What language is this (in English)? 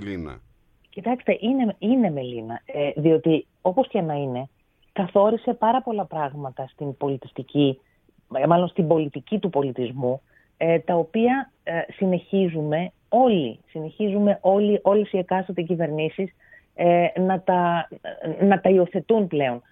Greek